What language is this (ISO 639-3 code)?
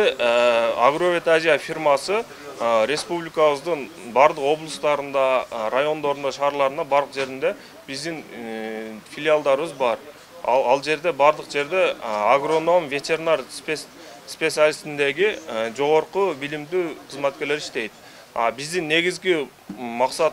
kir